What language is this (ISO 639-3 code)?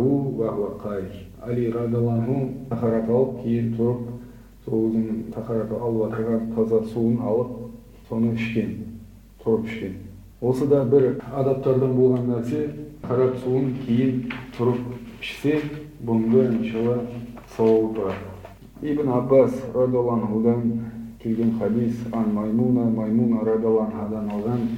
kaz